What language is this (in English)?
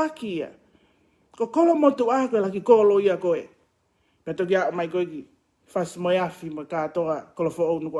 Tongan